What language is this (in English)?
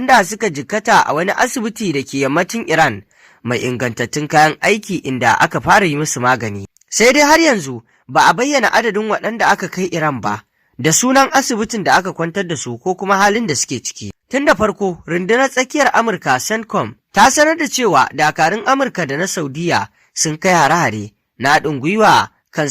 Hausa